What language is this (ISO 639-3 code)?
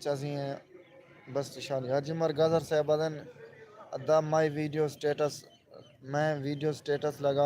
skr